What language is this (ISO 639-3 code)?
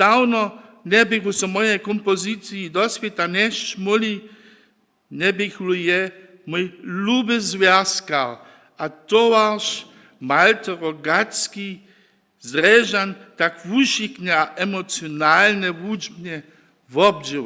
hsb